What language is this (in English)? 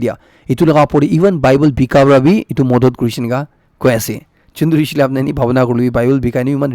Naga Pidgin